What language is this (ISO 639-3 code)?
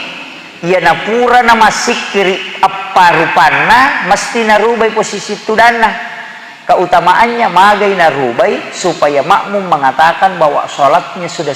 bug